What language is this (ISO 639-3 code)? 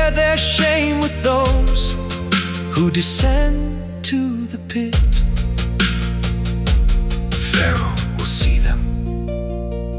eng